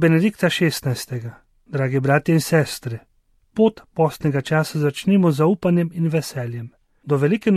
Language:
Slovenian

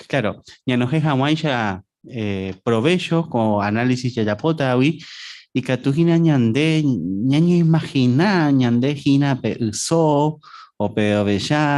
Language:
Guarani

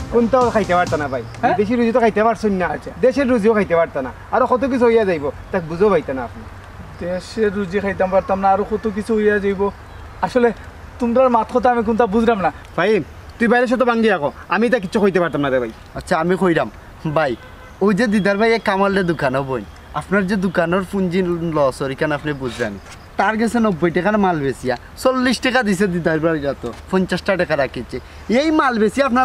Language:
Sylheti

